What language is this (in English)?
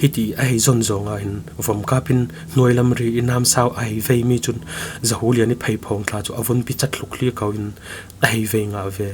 Falam Chin